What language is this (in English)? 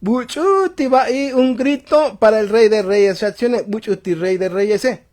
Tzotzil